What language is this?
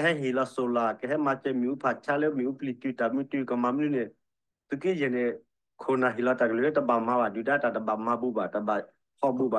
S'gaw Karen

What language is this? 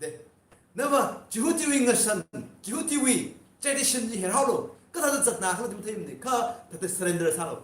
Tangkhul Naga (India)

